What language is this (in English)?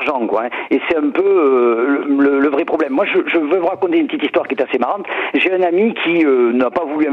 French